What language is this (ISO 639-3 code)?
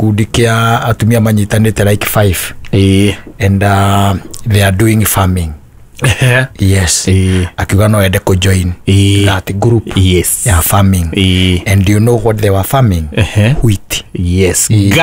kik